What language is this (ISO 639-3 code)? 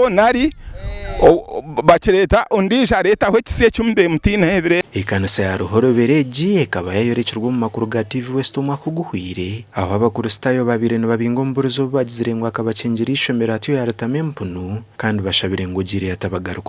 nyn